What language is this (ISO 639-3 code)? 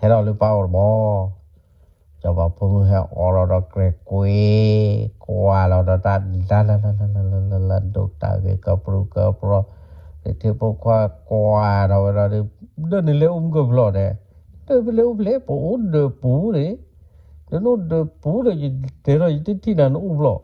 ksw